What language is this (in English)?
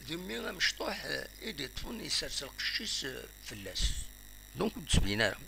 Kabyle